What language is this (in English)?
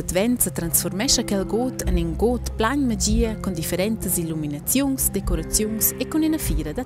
Romansh